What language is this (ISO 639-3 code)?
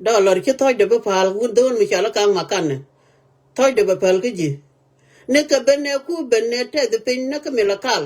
nus